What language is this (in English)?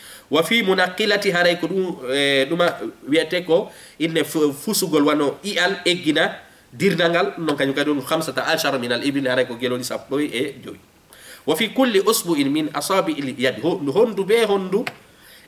Fula